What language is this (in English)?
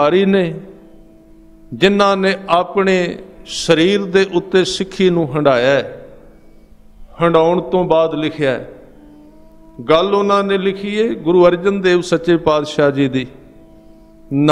Punjabi